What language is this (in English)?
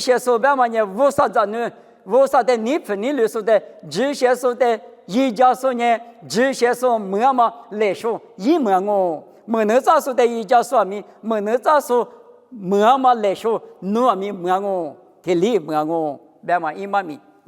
Lisu